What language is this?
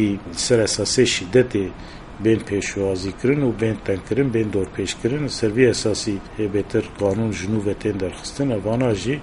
Kurdish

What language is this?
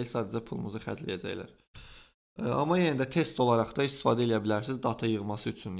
Azerbaijani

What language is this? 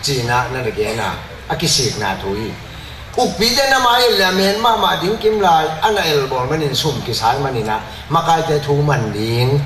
Tedim Chin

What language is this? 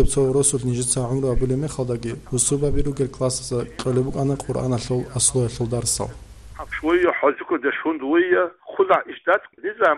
Avaric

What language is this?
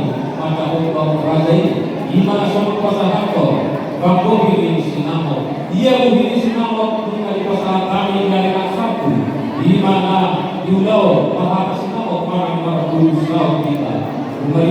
Batak Toba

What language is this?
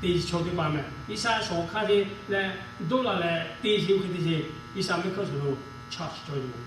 Lahu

